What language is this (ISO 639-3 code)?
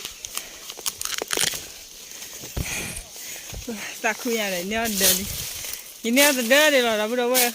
ksw